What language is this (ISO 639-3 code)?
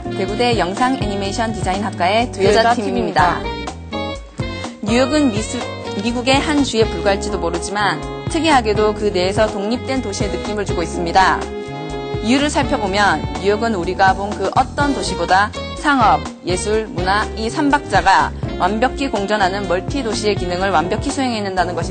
kor